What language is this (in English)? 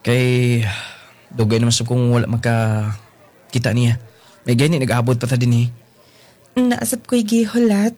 Cebuano